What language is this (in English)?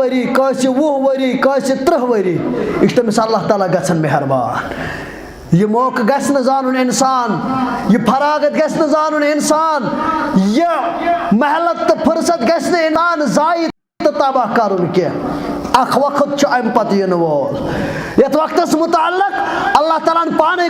Kashmiri